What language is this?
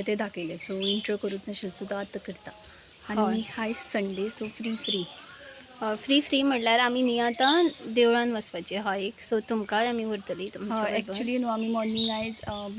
Konkani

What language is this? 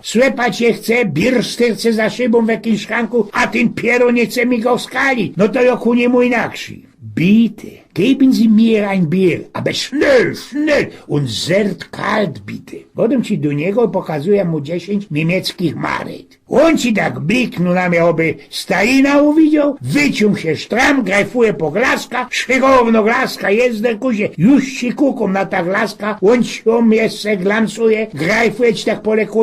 Silesian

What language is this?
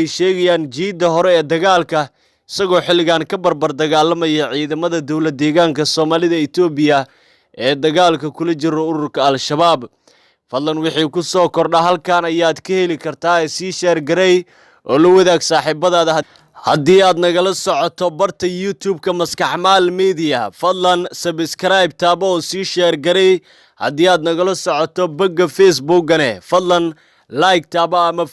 Somali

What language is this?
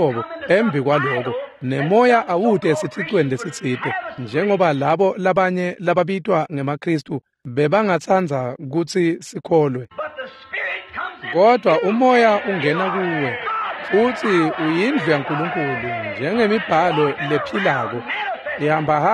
Swati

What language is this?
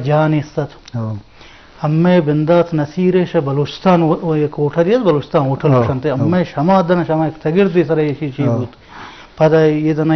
Eastern Balochi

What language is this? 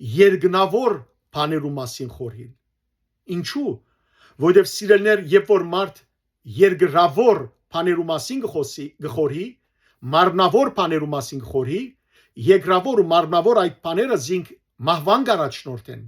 Western Armenian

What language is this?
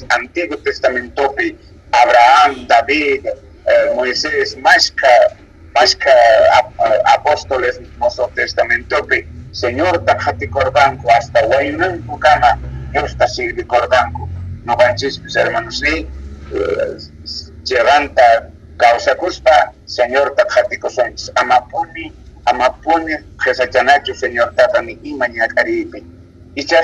South Bolivian Quechua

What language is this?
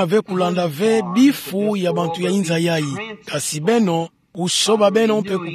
Kituba (Democratic Republic of Congo)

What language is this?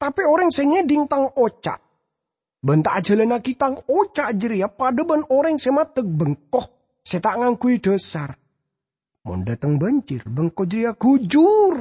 Madurese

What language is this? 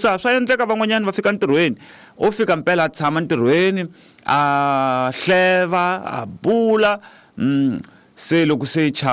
Tsonga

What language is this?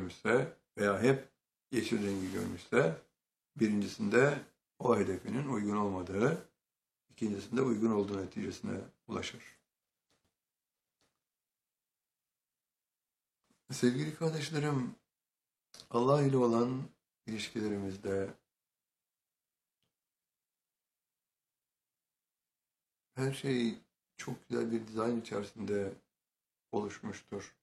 Turkish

